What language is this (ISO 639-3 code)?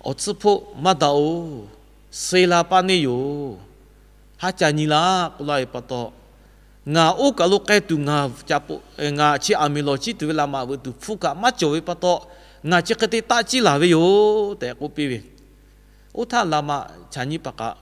lhu